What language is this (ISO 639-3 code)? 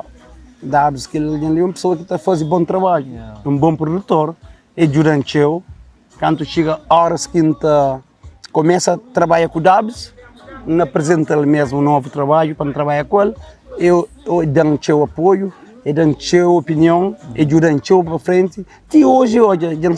kea